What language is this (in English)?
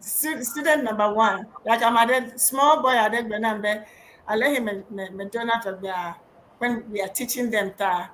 Ewe